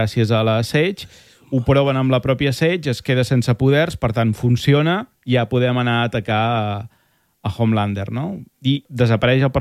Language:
Catalan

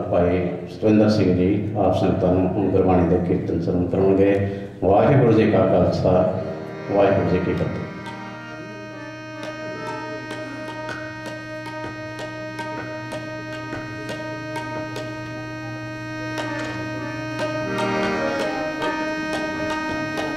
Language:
Punjabi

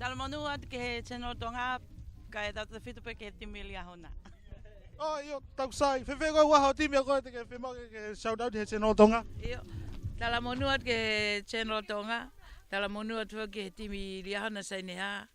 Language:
Tongan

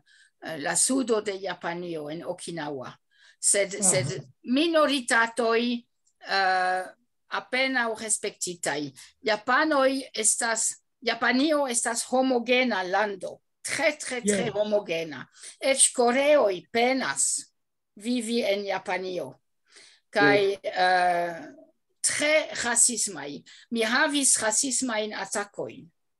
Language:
Esperanto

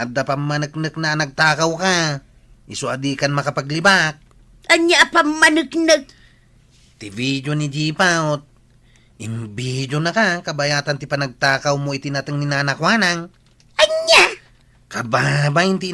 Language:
Iloko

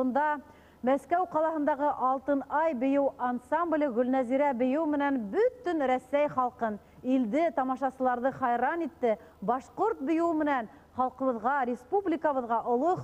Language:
Bashkir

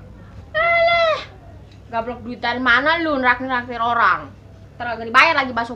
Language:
Betawi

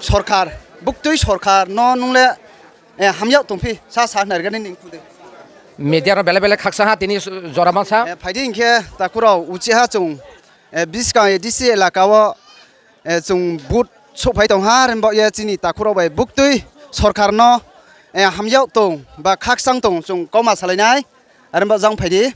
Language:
Riang (India)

